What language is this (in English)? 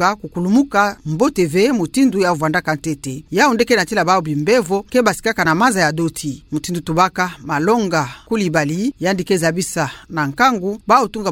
Kituba (Democratic Republic of Congo)